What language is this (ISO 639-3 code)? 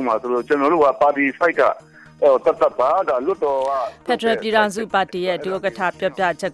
mya